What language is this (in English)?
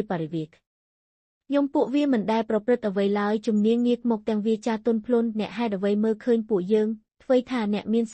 Khmer